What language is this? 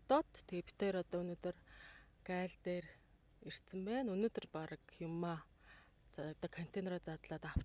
Mongolian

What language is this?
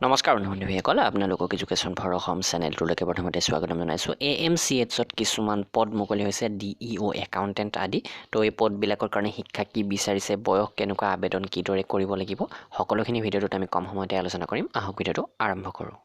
Assamese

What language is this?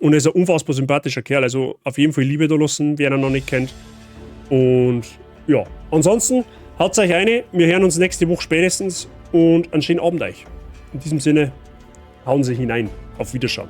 Bavarian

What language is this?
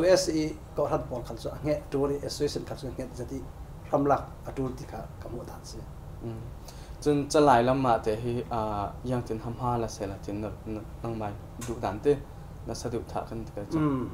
Falam Chin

